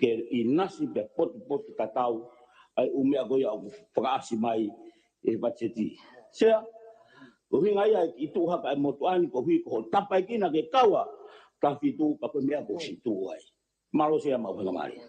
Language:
Tongan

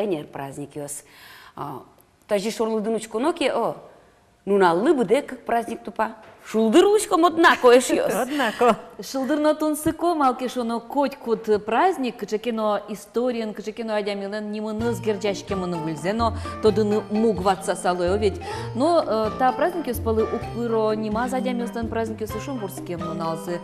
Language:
Udmurt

